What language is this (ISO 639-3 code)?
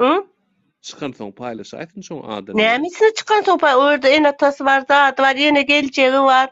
tuk